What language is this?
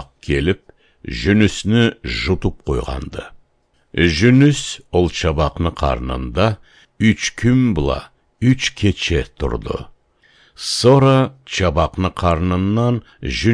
Karachay-Balkar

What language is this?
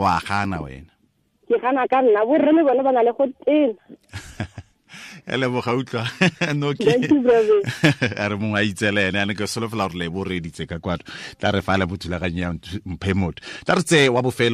Tswana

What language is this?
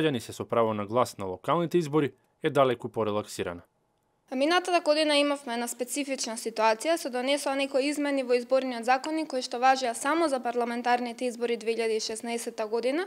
Macedonian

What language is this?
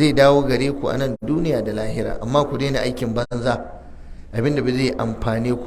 Hausa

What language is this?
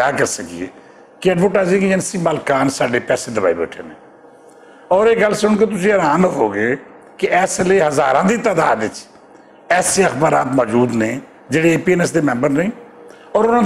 Western Panjabi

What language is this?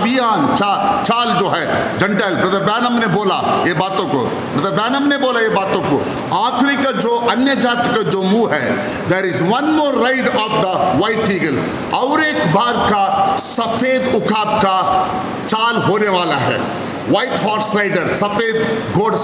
Hindi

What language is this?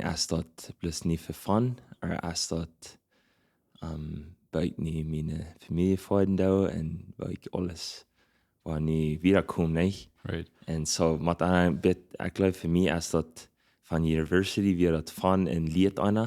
Plautdietsch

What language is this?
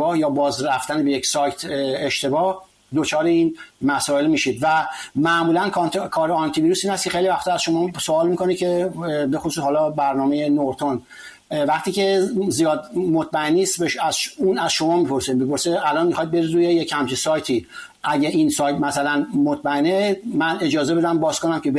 Persian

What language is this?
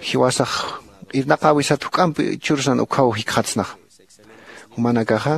Aymara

